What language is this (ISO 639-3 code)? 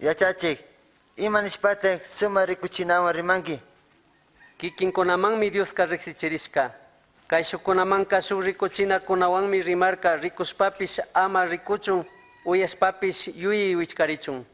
qug